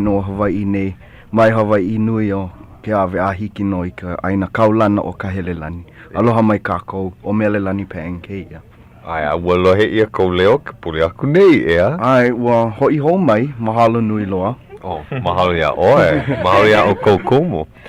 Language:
Hawaiian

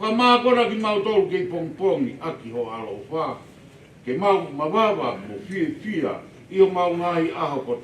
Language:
Tongan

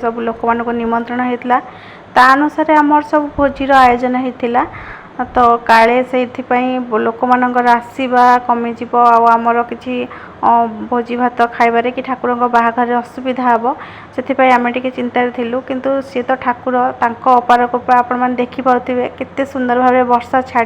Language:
Odia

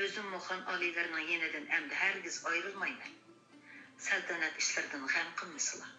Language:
Uyghur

